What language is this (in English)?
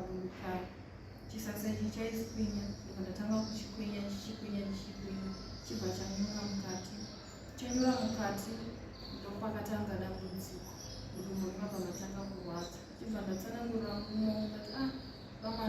Shona